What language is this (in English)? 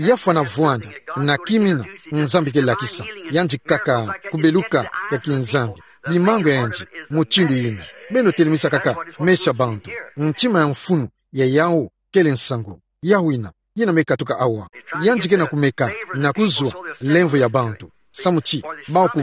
Kituba (Democratic Republic of Congo)